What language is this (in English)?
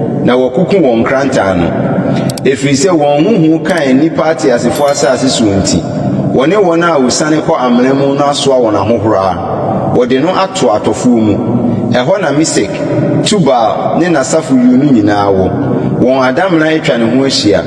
Akan